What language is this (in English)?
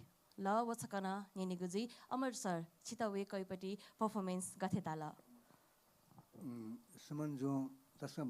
Newari